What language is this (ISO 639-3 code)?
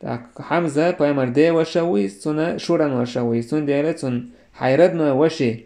che